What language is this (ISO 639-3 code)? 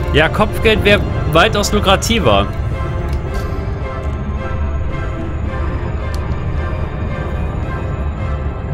deu